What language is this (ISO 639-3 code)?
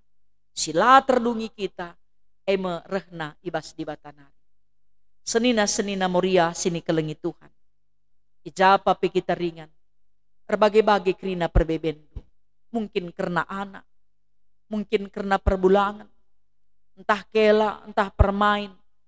btx